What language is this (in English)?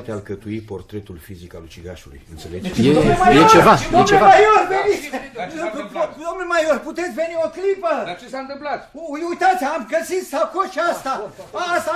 Romanian